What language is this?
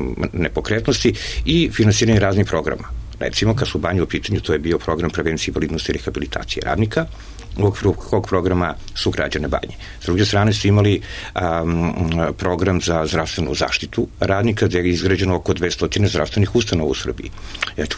Serbian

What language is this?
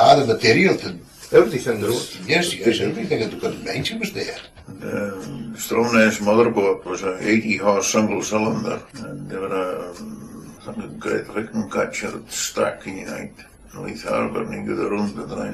Scots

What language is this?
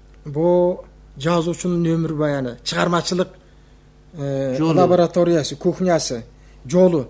Kyrgyz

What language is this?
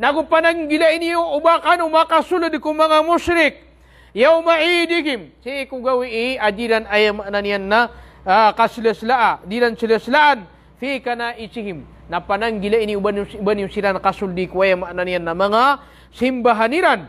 Maranao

